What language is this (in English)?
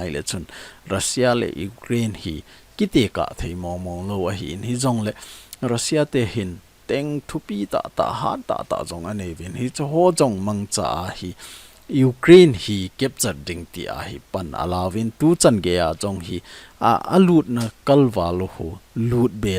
Thado Chin